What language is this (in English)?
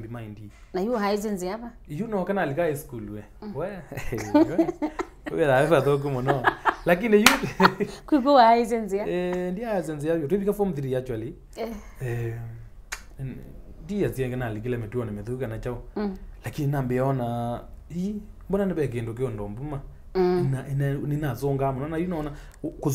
Kamba